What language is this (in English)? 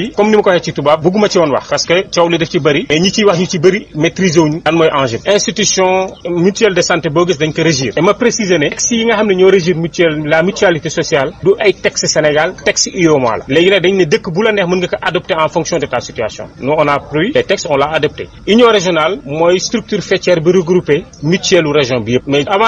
Wolof